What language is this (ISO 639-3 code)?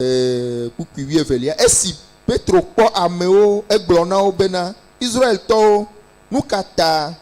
ewe